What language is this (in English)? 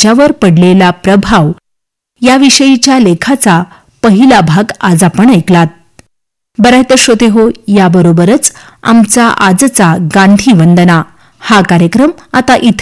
Marathi